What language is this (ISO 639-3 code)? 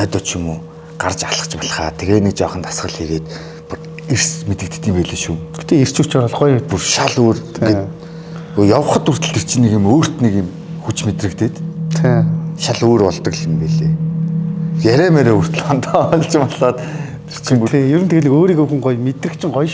mon